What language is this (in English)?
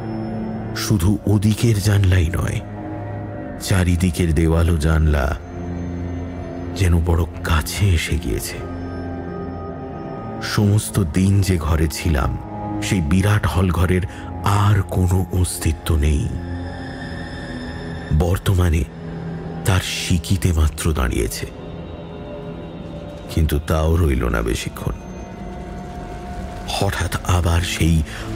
Bangla